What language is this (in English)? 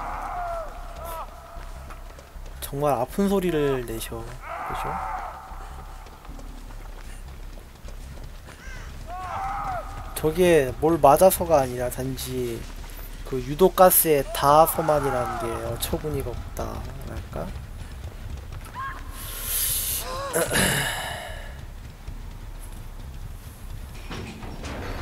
Korean